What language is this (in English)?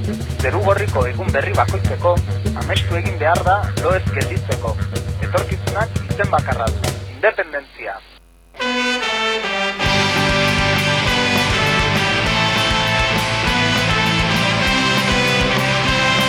Basque